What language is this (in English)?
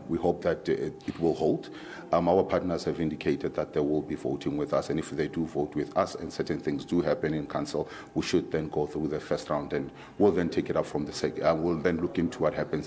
English